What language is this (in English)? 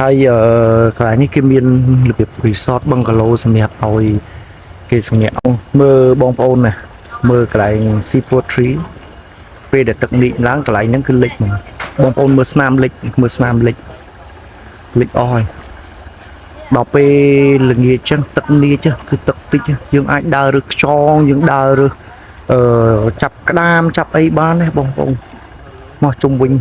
Khmer